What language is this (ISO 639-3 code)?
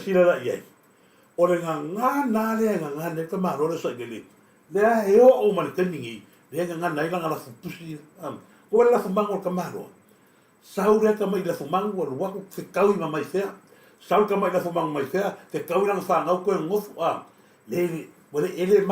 smo